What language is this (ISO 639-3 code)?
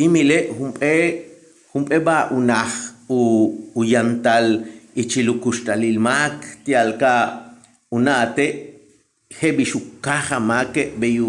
yua